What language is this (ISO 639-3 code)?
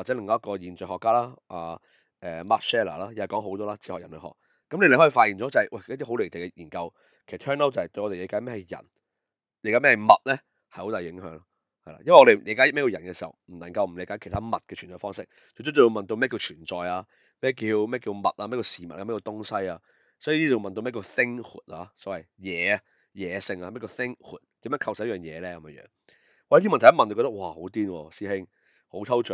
yue